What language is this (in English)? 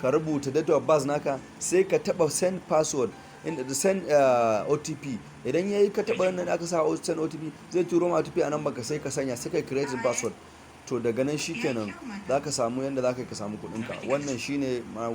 Hausa